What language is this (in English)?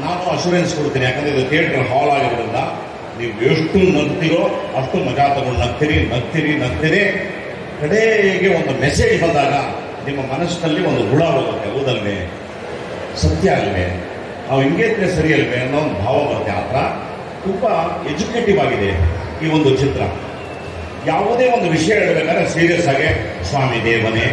Kannada